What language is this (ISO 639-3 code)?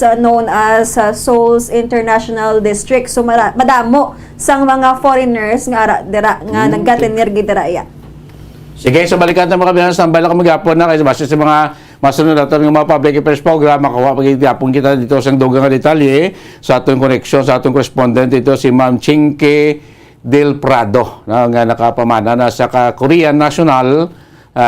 hil